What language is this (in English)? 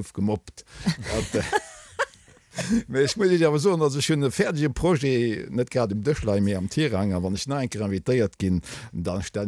Luxembourgish